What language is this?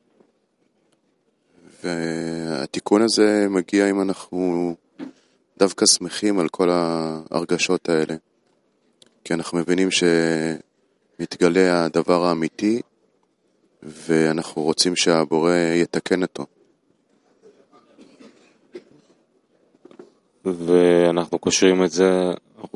Hebrew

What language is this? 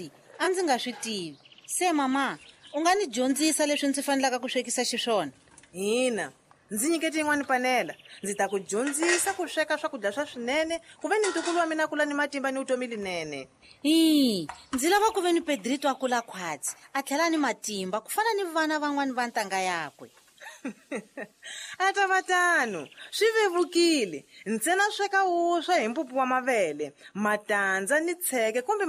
Tsonga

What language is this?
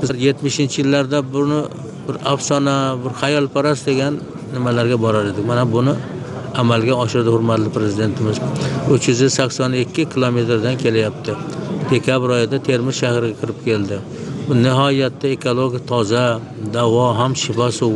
Uzbek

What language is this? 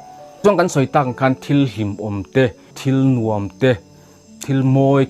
Mizo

